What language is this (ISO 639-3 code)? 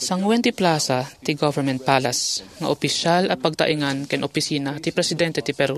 ilo